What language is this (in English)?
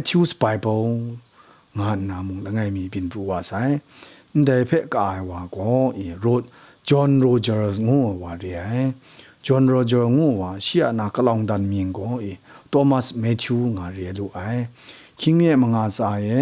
Kachin